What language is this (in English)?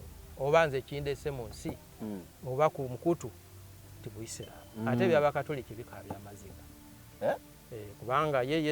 Ganda